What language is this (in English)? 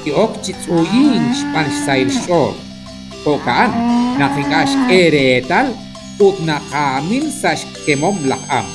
Kekchí